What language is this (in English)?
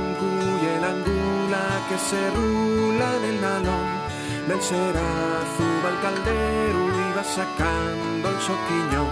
Asturian